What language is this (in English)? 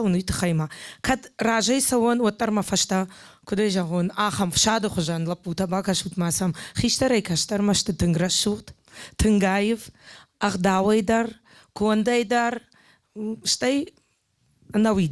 Ossetic